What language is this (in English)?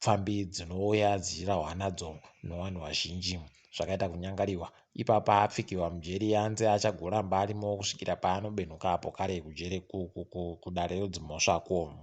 Ndau